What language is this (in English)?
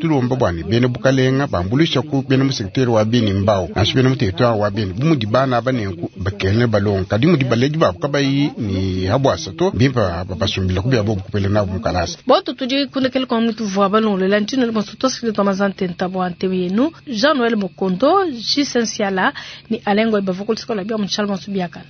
Luba-Lulua